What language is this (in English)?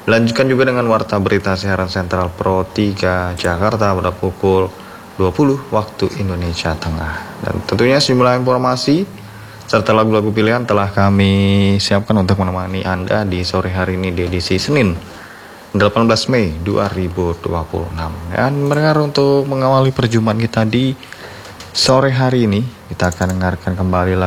Indonesian